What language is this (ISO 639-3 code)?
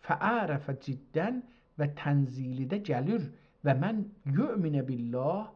azb